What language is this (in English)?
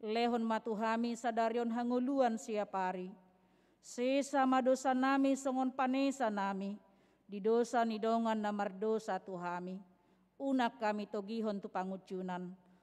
Batak Toba